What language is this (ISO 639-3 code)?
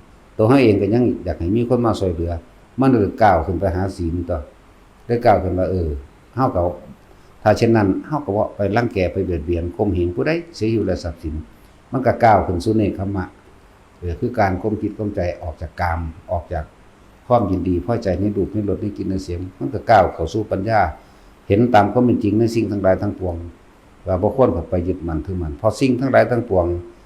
tts